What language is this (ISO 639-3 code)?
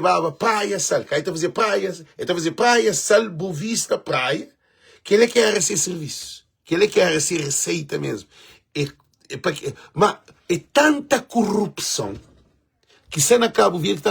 kea